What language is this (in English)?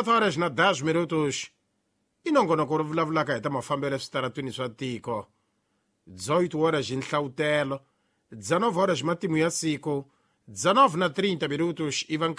Tsonga